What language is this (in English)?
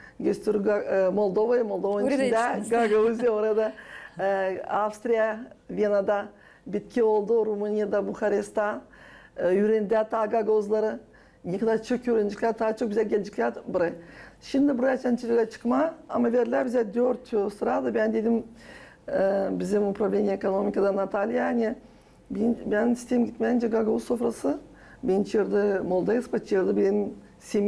Gagauz